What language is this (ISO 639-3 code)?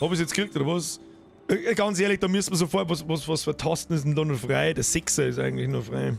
bar